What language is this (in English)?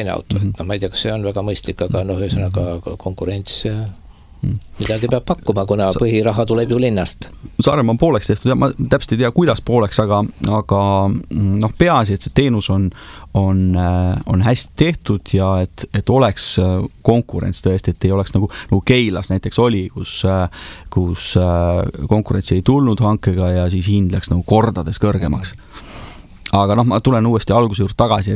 Estonian